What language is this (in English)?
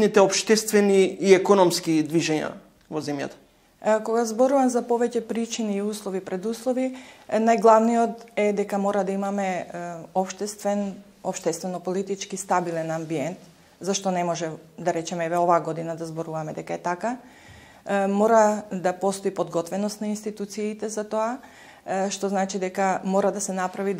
Macedonian